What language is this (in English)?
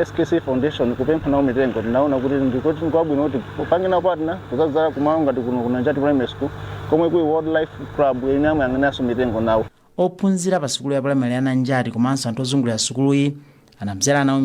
Nyanja